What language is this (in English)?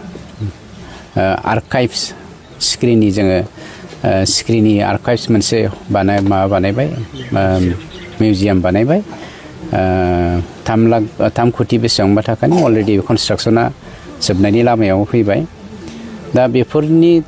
Bodo